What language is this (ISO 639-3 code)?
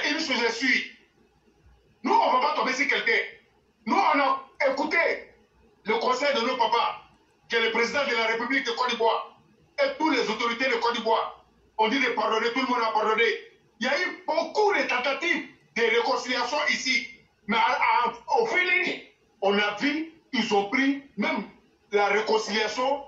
fra